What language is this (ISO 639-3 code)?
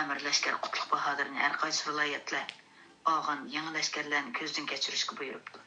uig